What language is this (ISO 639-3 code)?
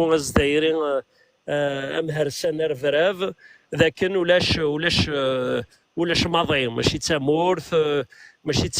kab